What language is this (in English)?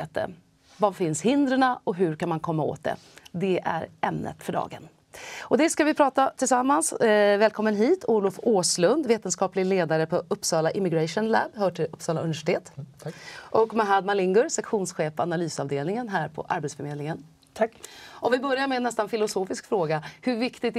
Swedish